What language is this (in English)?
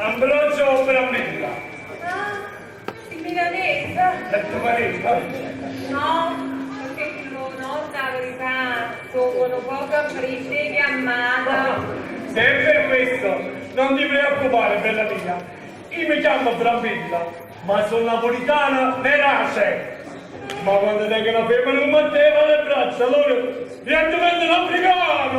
Neapolitan